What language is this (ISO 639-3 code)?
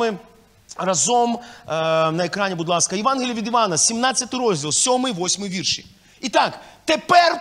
ukr